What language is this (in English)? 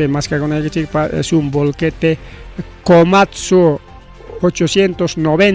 Ayacucho Quechua